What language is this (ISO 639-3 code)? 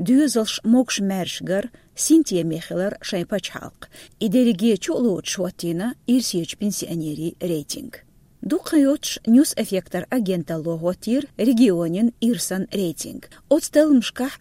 che